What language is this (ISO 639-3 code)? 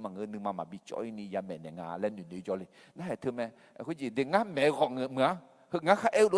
ahk